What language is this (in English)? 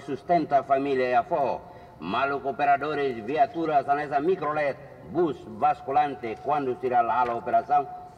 Tetum